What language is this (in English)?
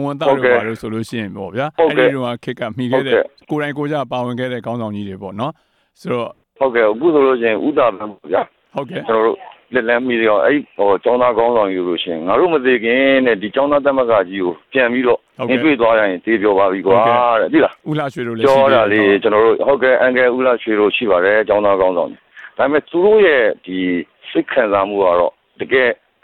Burmese